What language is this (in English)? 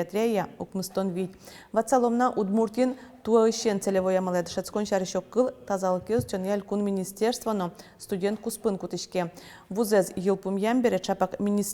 Udmurt